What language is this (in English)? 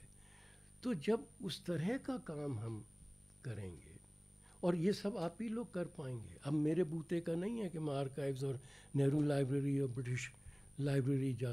Hindi